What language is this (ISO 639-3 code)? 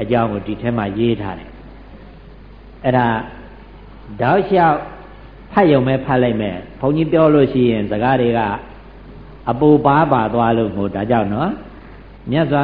mya